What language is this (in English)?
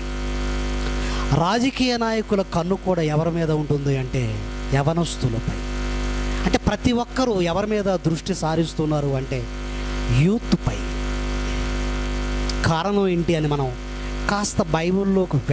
Telugu